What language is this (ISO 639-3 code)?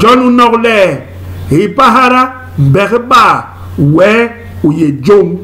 bas